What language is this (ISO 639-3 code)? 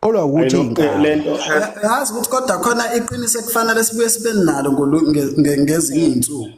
zul